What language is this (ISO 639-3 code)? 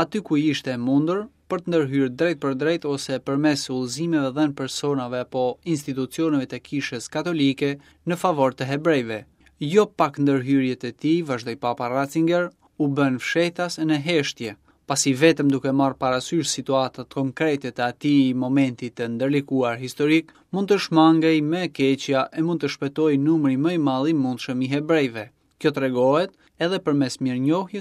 sqi